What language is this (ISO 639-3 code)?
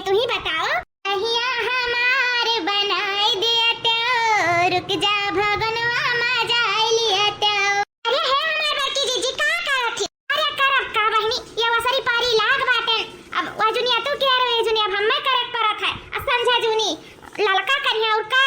awa